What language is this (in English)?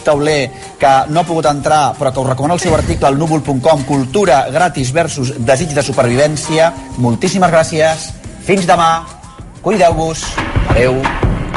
Catalan